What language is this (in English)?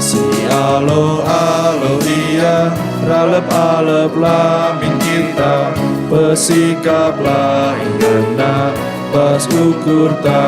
Batak Karo